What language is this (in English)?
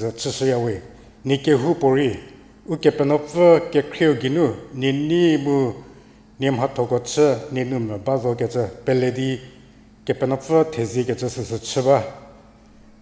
Angami Naga